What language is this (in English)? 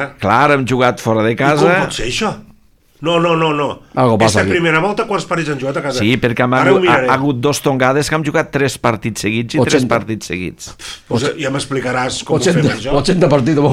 Catalan